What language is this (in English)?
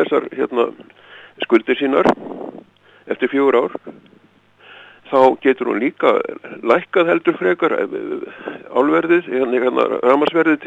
Icelandic